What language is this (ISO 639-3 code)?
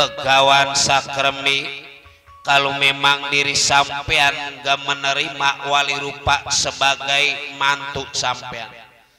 bew